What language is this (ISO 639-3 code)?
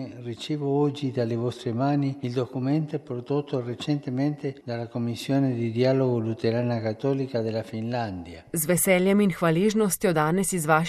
slv